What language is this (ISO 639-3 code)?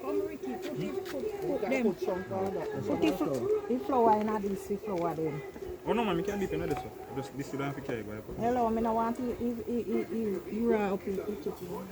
jam